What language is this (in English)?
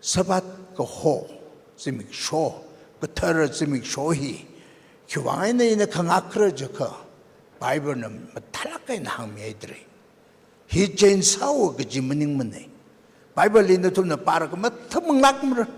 Tangkhul Naga (India)